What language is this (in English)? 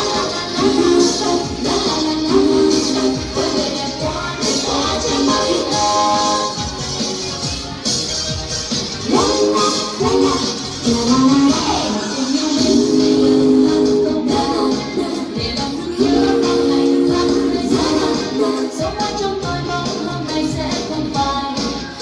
Vietnamese